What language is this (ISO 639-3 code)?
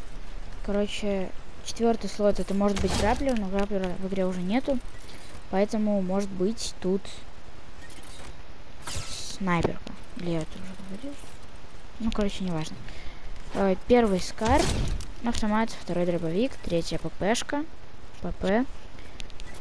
rus